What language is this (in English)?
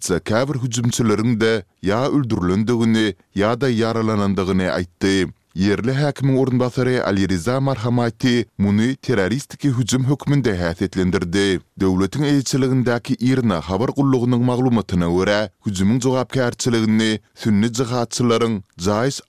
Turkmen